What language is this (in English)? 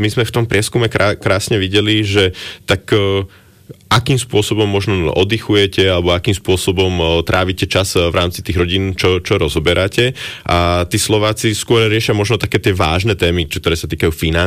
Slovak